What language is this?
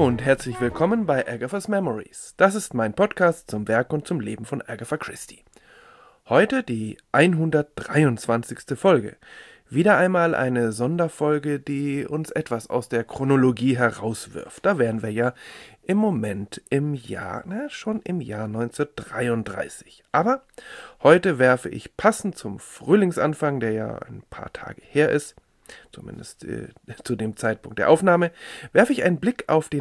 German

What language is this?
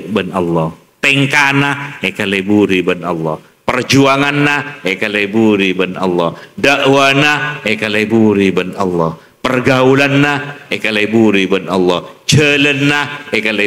Madurese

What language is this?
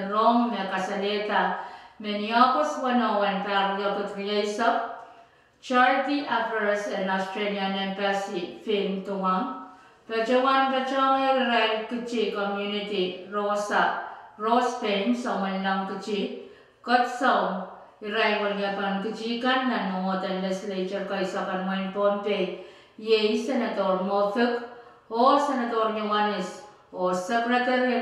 Pohnpeian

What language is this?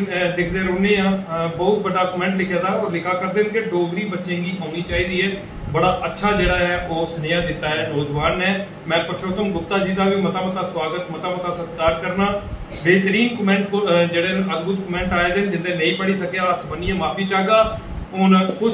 Dogri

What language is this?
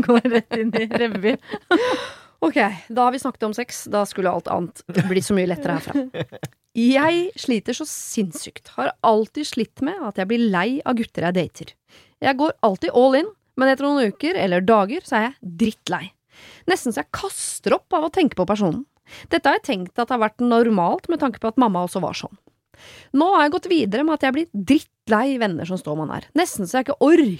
Norwegian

